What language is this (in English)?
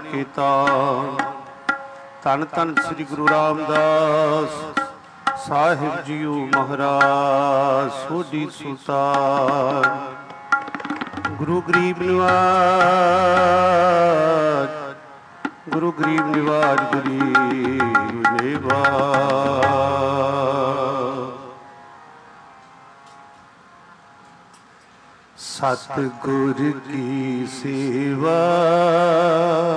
Punjabi